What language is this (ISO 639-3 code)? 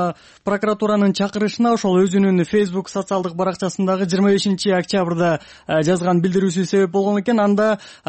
kir